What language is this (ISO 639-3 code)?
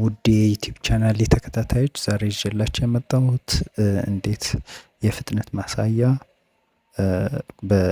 amh